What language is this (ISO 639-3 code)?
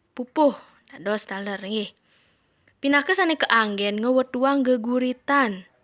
ban